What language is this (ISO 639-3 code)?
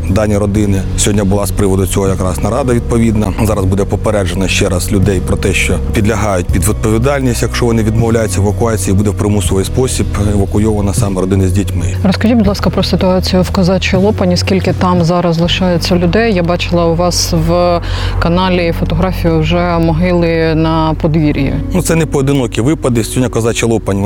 ukr